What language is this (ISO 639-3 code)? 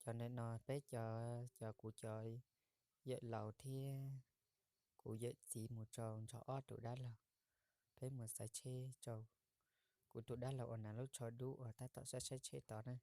hmn